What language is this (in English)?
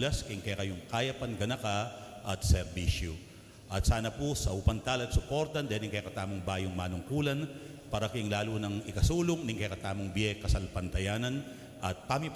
Pampanga